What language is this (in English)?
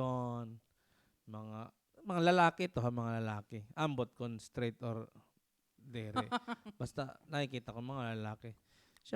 Waray